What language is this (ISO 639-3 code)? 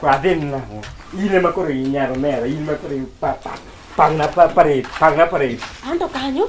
luo